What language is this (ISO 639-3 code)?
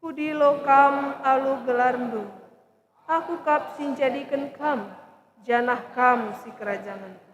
btx